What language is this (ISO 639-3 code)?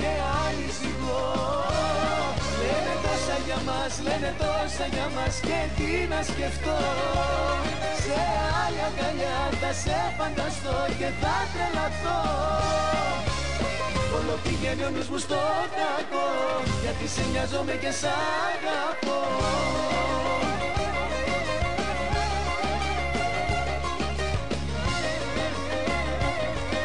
ell